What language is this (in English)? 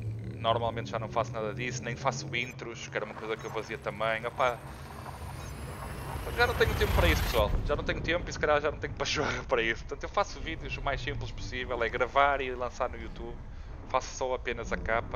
Portuguese